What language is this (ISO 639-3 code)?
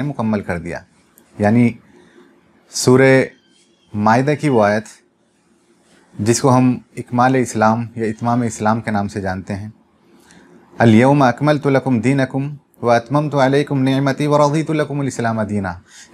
urd